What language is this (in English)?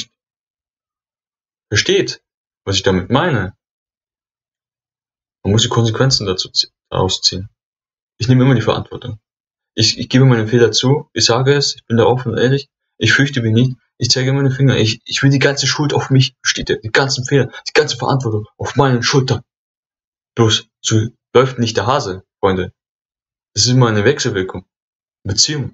German